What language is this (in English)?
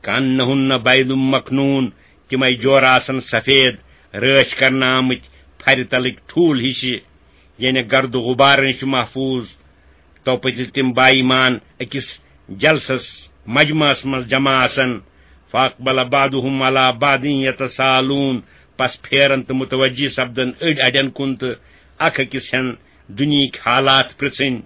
Kashmiri